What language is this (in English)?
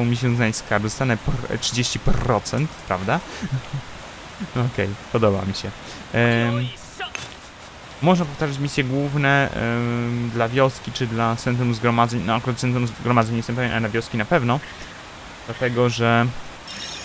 Polish